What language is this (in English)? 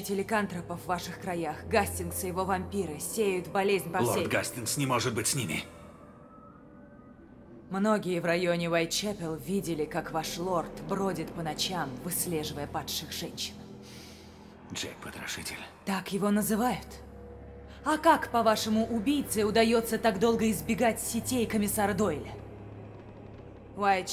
Russian